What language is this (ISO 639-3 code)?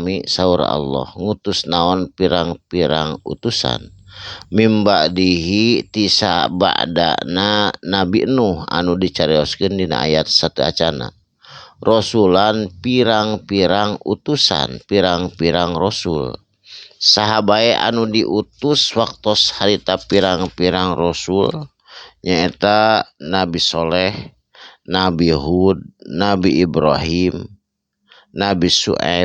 sun